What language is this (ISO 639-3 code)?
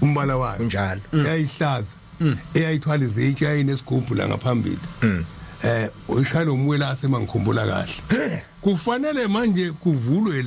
zul